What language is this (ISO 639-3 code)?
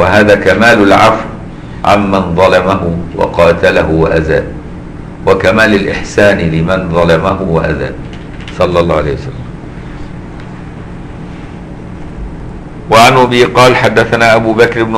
ara